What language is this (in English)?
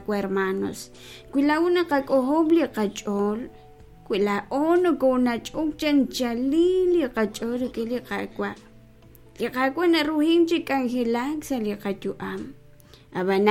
Kekchí